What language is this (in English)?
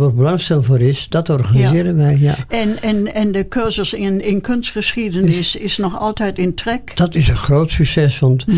Dutch